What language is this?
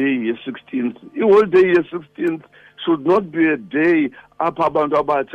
Xhosa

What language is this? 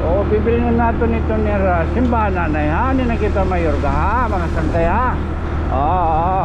Waray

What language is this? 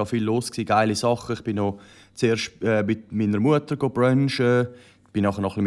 Swiss German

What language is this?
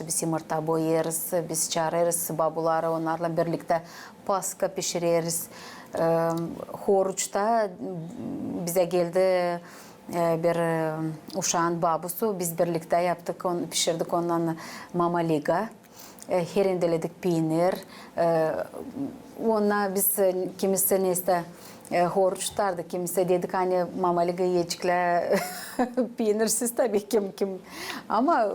Gagauz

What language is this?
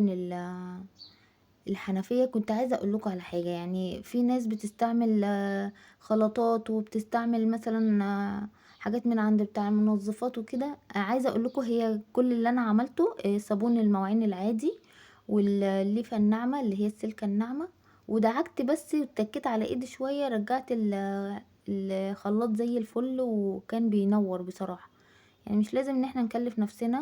Egyptian Arabic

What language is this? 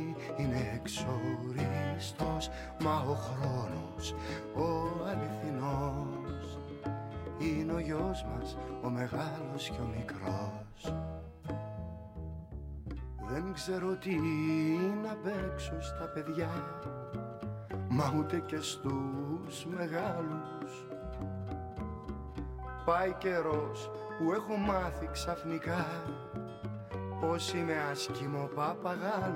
Greek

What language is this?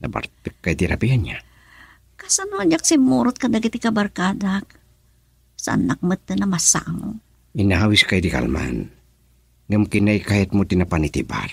Iloko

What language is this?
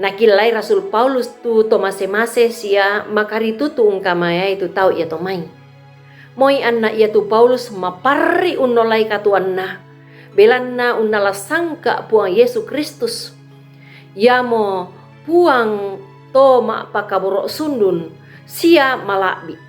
Toraja-Sa'dan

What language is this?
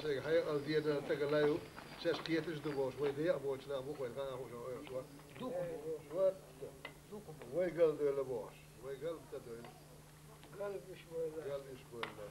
Chechen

